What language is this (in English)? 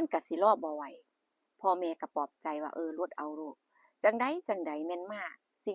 Northeastern Thai